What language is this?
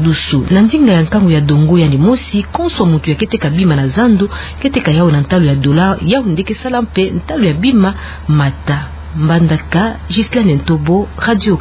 Kituba (Democratic Republic of Congo)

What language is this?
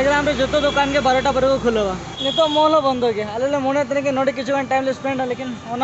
Santali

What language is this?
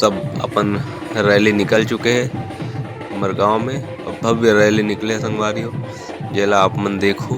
Chhattisgarhi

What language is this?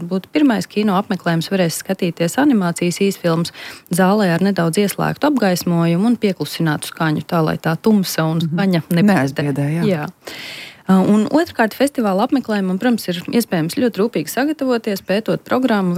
Latvian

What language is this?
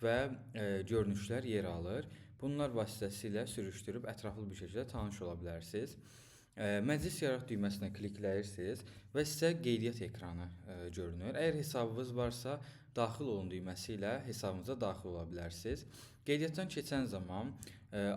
Azerbaijani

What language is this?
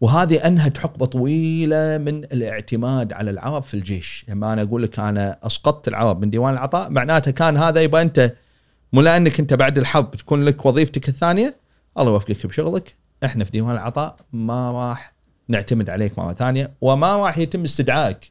Gulf Arabic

